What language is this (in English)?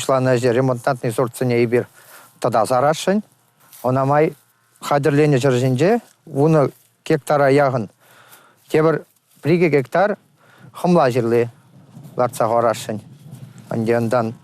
Chuvash